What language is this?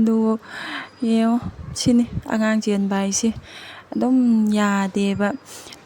Manipuri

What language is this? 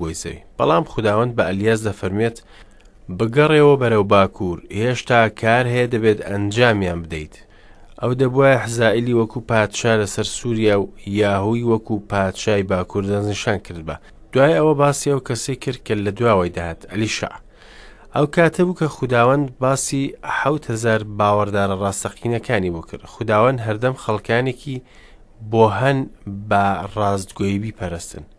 Central Kurdish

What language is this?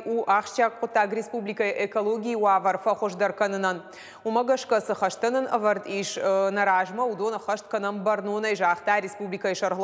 Ossetic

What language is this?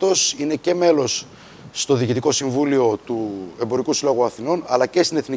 Greek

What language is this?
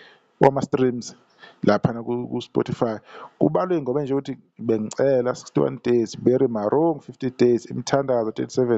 Zulu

